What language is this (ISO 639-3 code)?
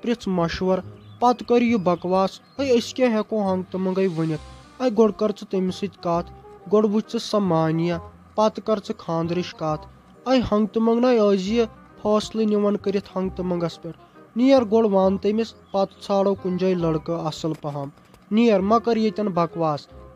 kas